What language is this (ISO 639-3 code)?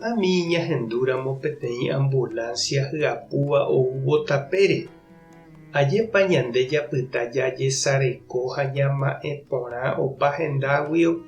grn